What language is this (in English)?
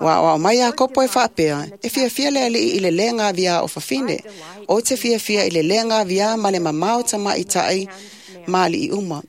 Samoan